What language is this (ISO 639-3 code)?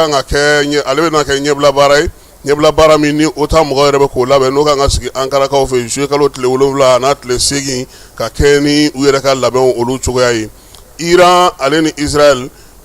bam